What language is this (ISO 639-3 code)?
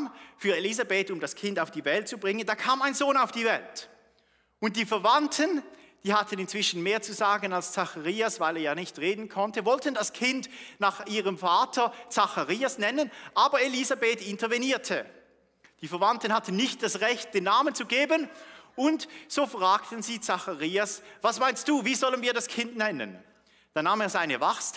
gsw